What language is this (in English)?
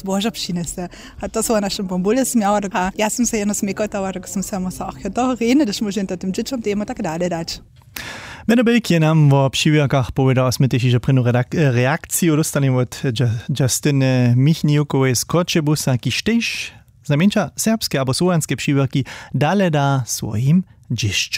Upper Sorbian